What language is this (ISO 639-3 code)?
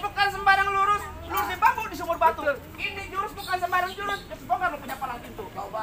bew